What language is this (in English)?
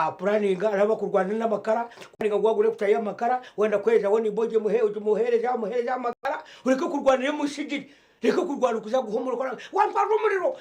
Nyankole